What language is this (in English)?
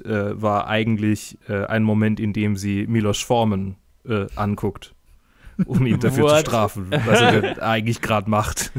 German